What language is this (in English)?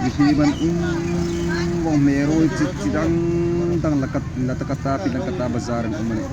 Hmar